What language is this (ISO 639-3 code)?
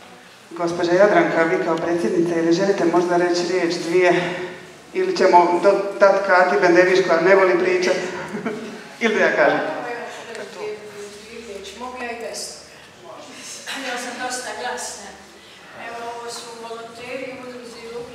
hrv